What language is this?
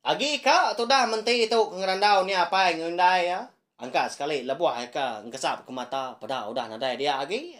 Iban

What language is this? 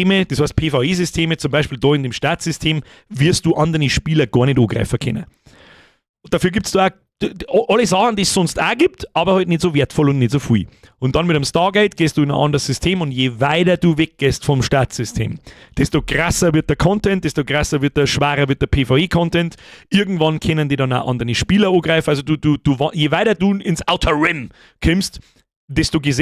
Bavarian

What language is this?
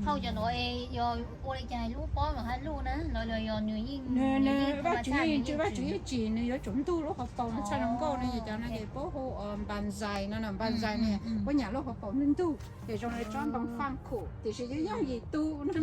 Hmong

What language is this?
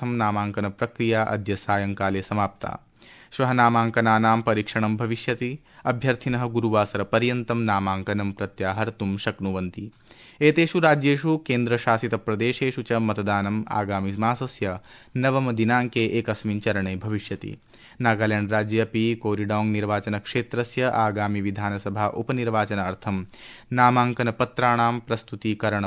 Sanskrit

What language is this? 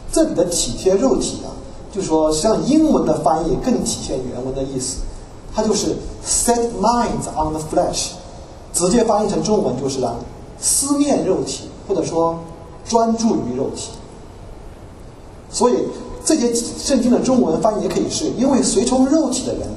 Chinese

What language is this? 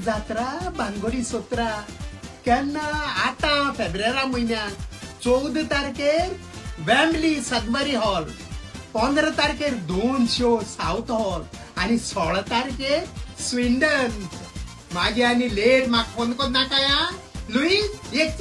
Konkani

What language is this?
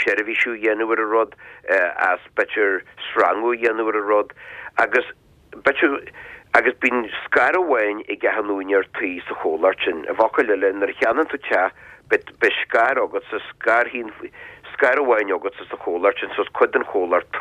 Irish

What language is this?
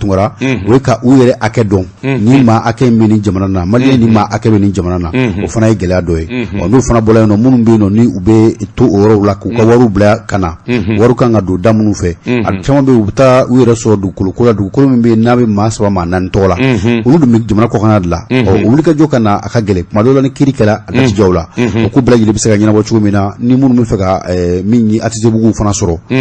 Bambara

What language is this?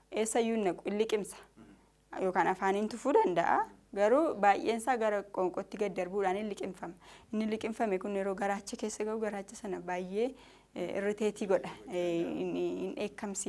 Oromo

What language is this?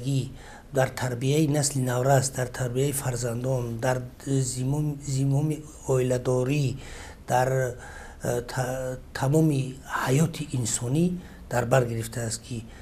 Tajik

